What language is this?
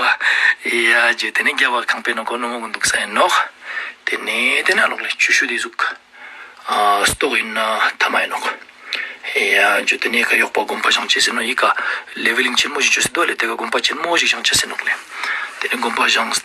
Ladakhi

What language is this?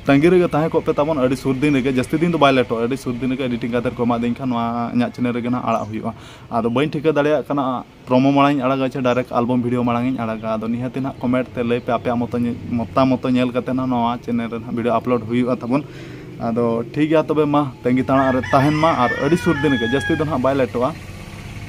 Santali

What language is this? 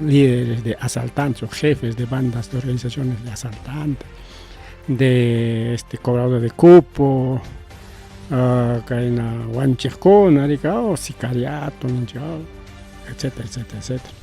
Ayacucho Quechua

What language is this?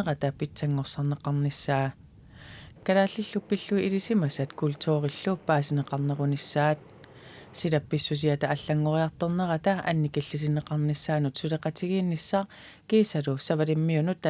Kalaallisut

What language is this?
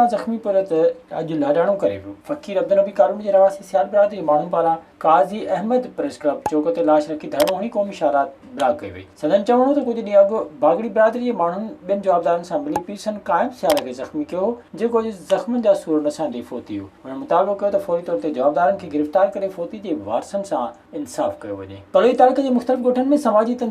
Sindhi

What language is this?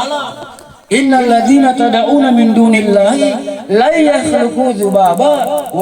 Makasar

